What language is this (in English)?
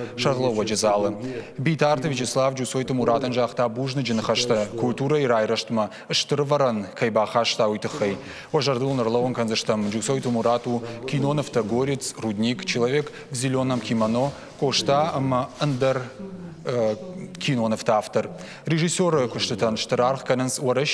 Ossetic